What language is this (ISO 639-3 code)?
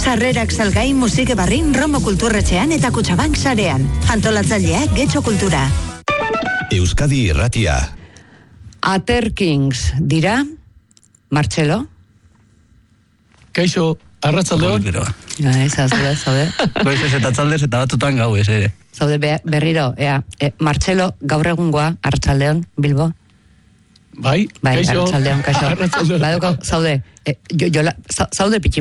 eus